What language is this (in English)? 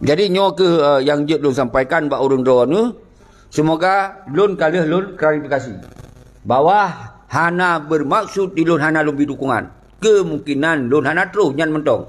Achinese